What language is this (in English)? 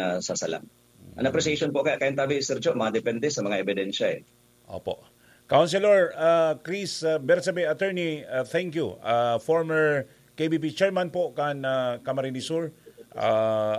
Bikol